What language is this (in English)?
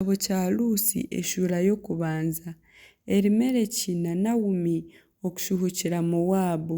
Nyankole